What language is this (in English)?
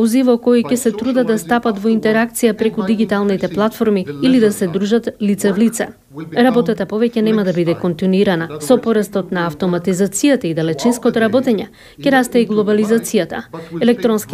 Macedonian